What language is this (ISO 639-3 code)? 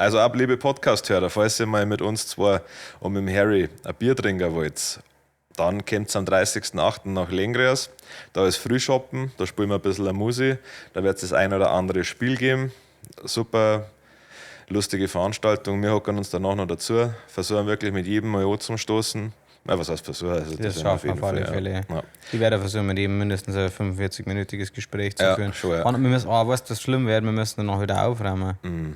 bar